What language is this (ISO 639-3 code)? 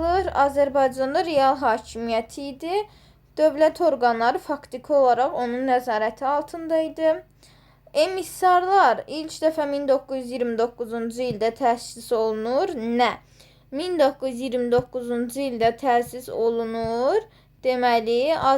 aze